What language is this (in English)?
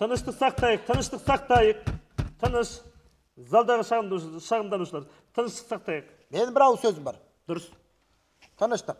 Kazakh